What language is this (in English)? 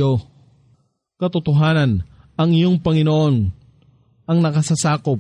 Filipino